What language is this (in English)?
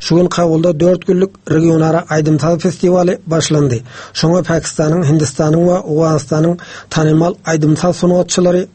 Turkmen